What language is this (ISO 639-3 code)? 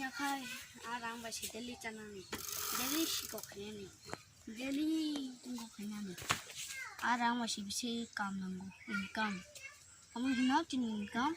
trp